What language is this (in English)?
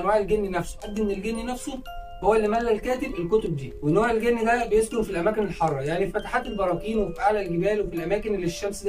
Egyptian Arabic